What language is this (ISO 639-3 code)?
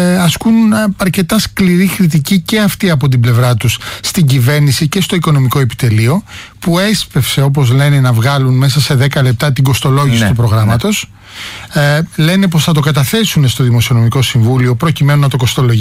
ell